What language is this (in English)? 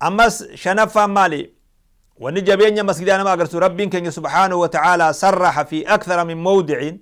Oromo